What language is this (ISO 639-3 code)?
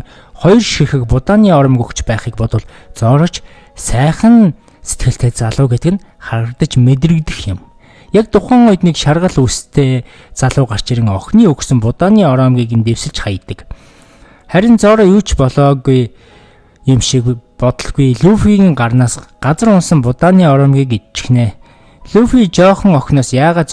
mon